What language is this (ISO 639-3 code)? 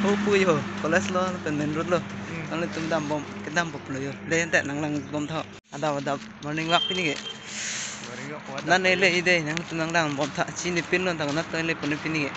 mjw